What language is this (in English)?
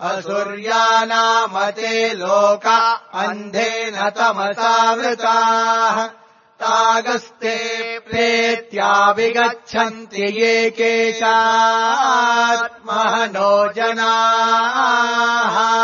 Sanskrit